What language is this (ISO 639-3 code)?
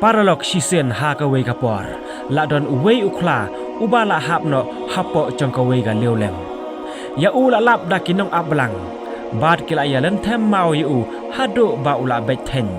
kha